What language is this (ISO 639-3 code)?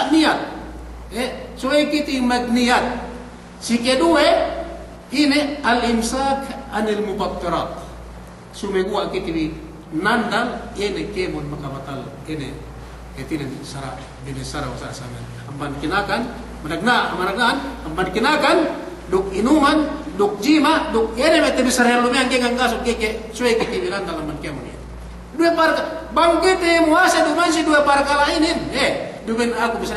yka